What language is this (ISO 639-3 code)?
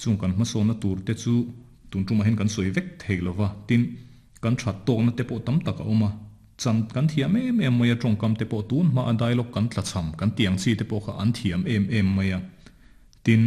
lus